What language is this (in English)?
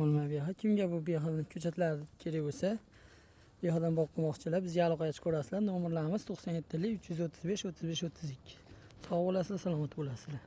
Uzbek